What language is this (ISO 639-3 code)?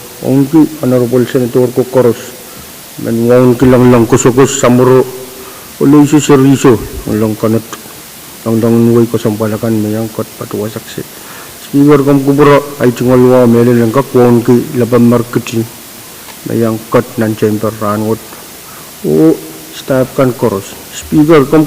pon